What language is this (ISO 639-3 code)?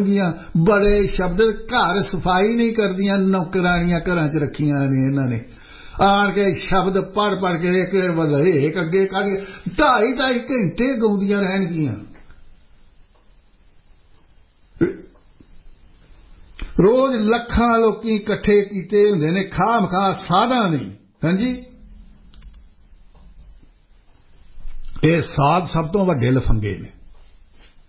pan